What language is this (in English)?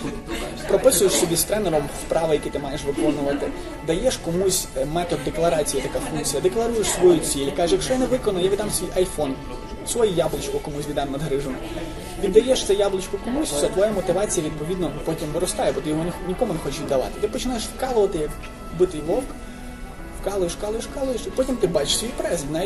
Ukrainian